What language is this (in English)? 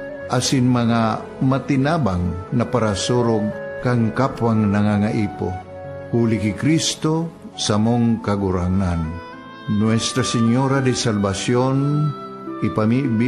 Bikol